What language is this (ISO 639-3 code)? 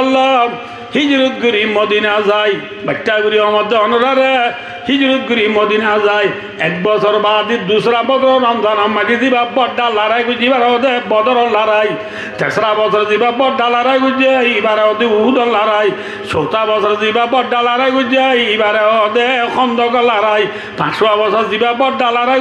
rhg